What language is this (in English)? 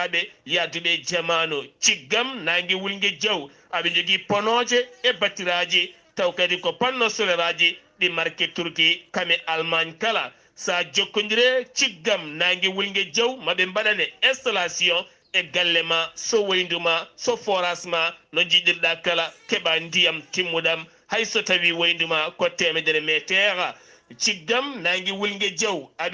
Fula